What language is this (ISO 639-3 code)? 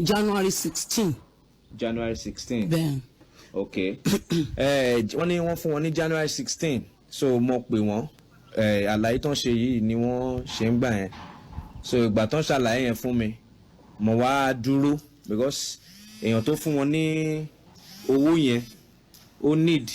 yor